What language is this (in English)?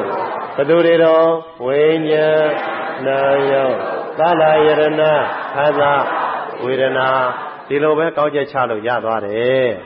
Burmese